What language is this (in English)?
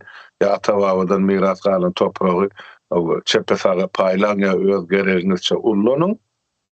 Turkmen